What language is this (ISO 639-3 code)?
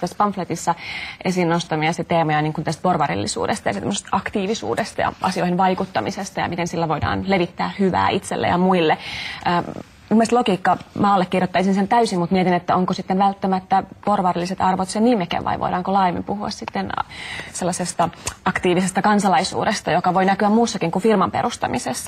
fin